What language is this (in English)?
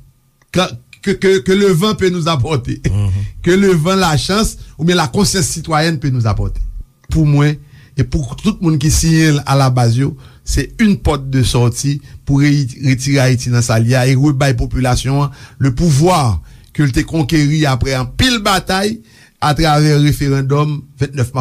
Haitian Creole